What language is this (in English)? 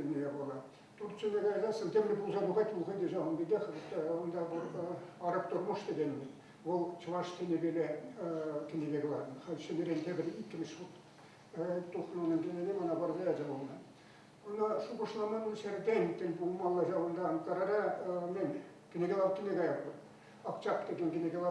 Chuvash